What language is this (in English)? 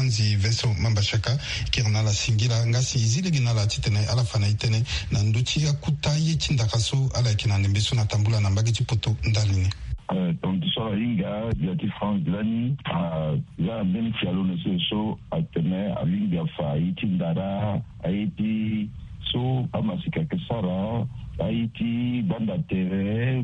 Sango